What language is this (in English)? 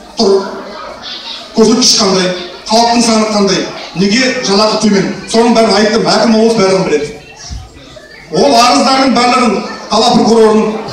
Kazakh